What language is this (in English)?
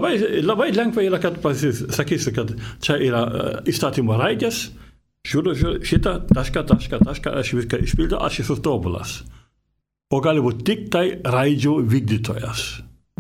Lithuanian